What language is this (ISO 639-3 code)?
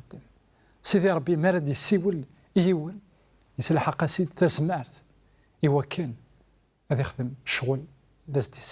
kab